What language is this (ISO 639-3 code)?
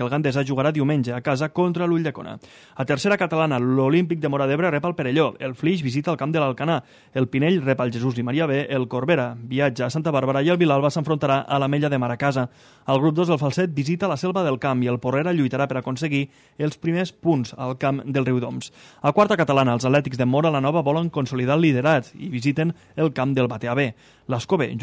cat